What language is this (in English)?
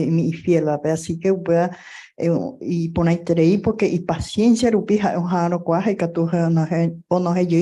Guarani